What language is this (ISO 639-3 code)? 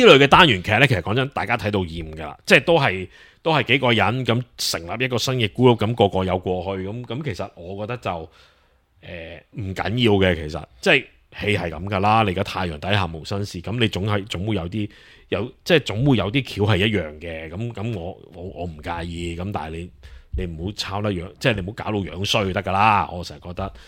yue